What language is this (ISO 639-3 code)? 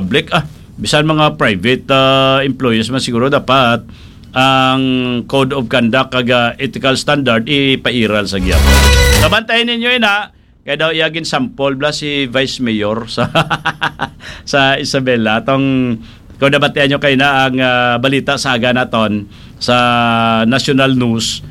hil